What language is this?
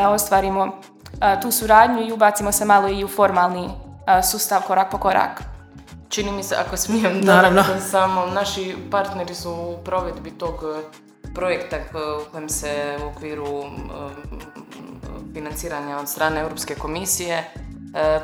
Croatian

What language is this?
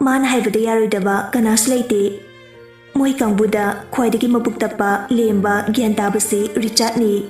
Manipuri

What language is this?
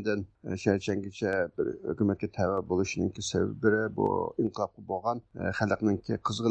Uyghur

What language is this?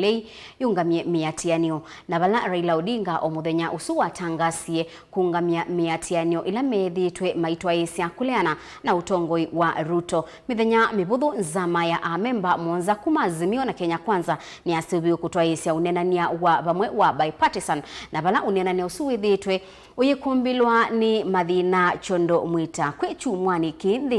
Kamba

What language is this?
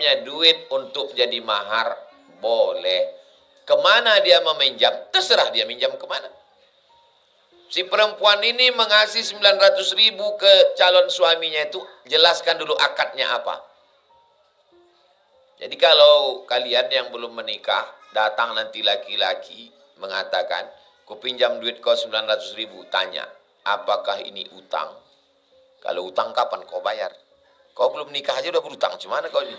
Indonesian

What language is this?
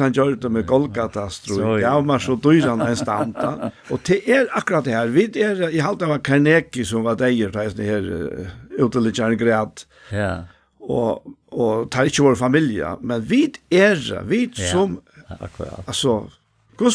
Faroese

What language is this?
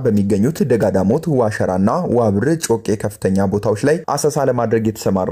Amharic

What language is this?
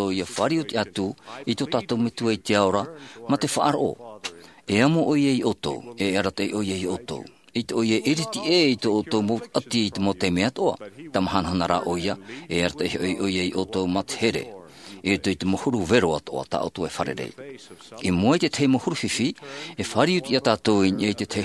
Tahitian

